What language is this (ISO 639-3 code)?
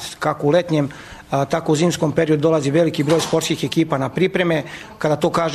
srp